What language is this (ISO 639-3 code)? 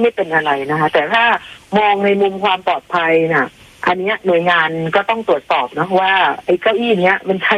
tha